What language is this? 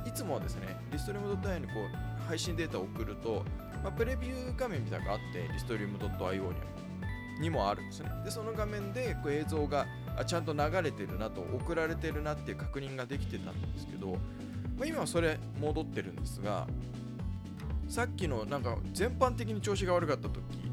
Japanese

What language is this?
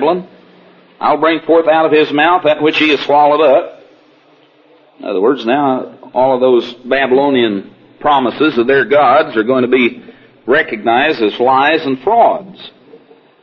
English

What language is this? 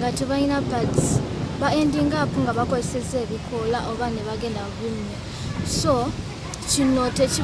Ganda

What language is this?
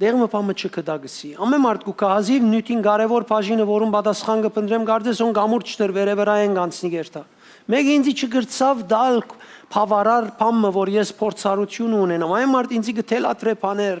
Western Armenian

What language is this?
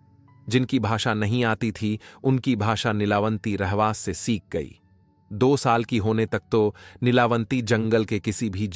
Hindi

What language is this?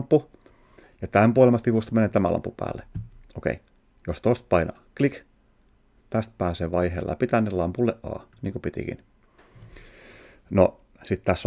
Finnish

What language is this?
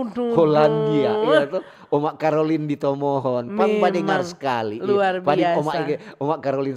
Manado Malay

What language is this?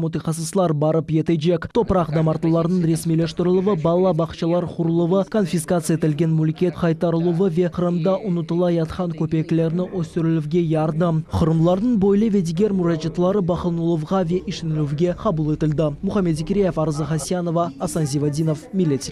Crimean Tatar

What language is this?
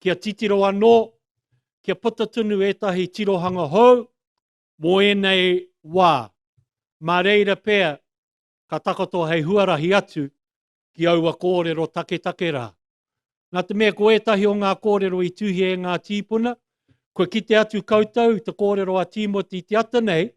Māori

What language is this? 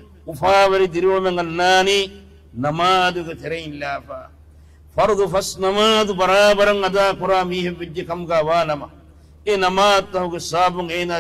Divehi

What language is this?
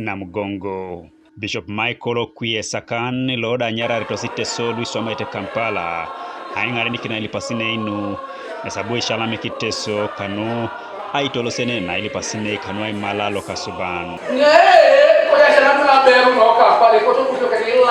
Teso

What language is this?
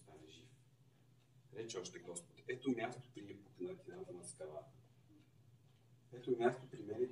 Bulgarian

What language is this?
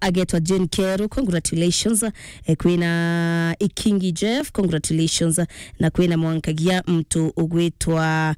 Meru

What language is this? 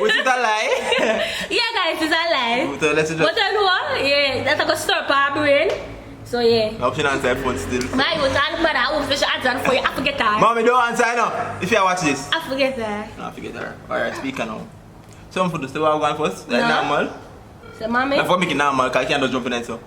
Jamaican Creole English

